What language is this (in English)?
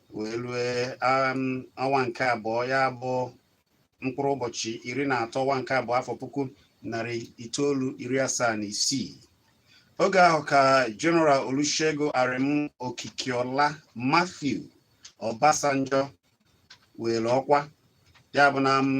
Igbo